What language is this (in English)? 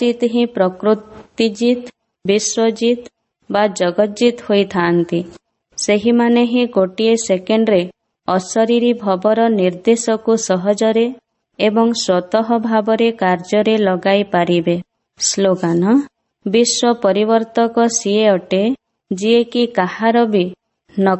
Odia